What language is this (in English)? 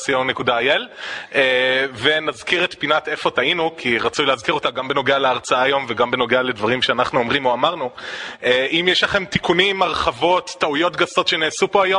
Hebrew